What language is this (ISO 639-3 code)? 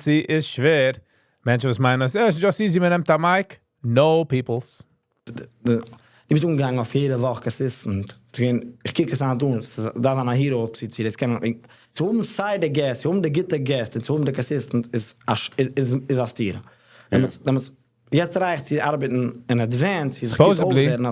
yid